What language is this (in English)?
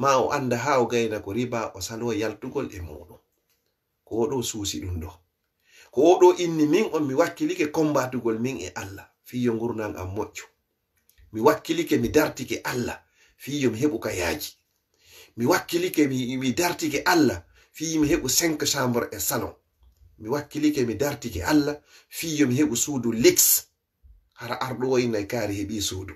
Fula